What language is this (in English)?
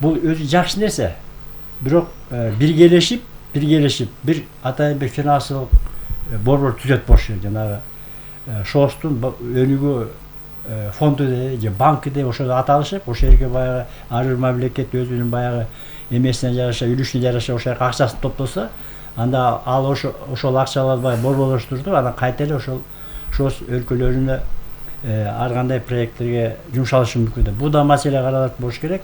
Kyrgyz